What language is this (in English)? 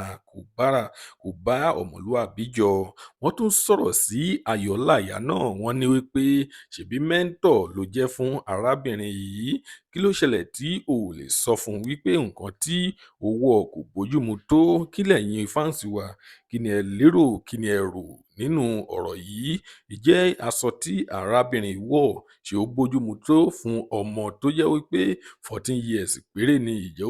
Yoruba